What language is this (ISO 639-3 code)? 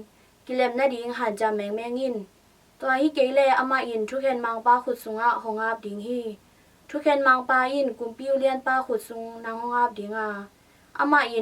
ctd